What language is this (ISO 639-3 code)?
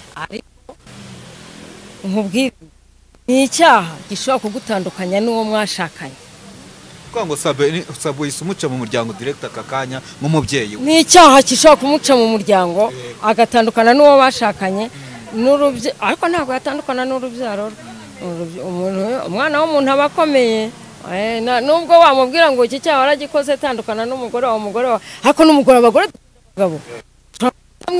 kin